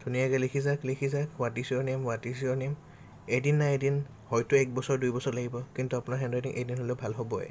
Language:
Assamese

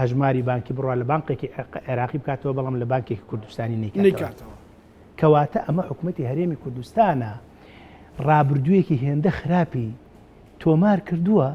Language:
Central Kurdish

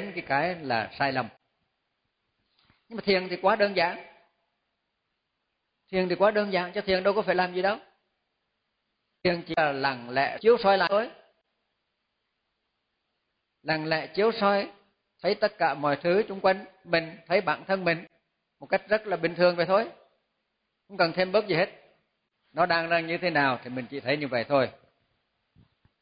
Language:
Vietnamese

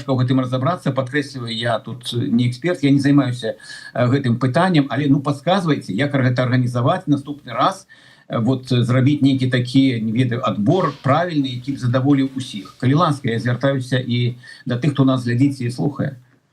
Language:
Belarusian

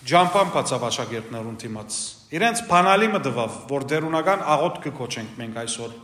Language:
Western Armenian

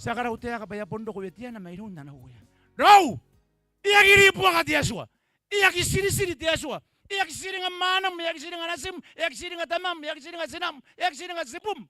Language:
Gilbertese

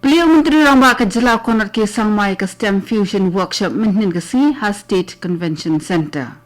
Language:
Khasi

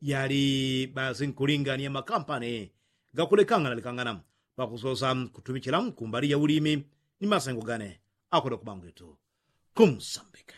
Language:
Yao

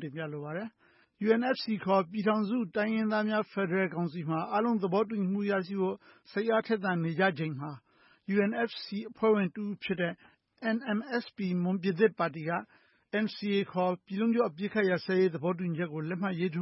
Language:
Burmese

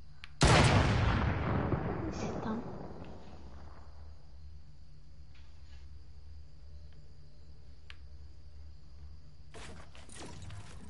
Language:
Bulgarian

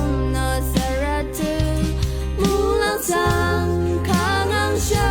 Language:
Rawang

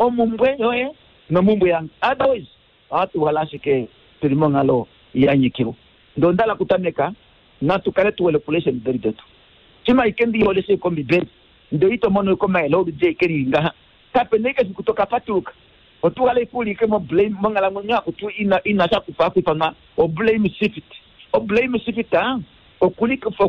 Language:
Kuanyama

